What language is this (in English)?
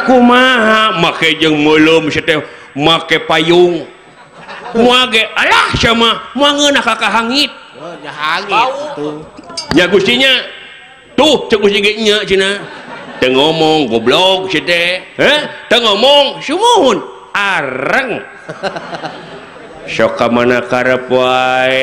Sundanese